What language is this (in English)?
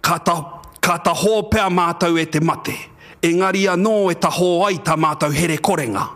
Māori